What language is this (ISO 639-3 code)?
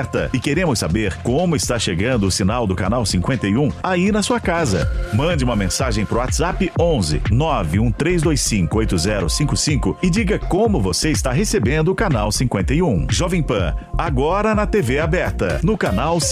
por